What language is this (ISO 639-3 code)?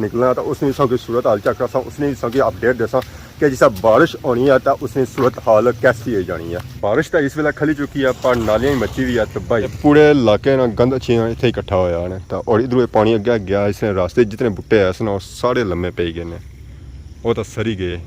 phr